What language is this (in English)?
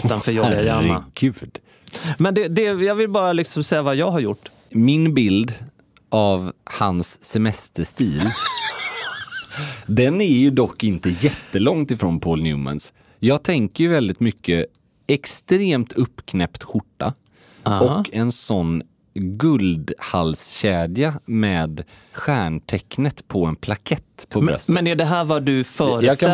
Swedish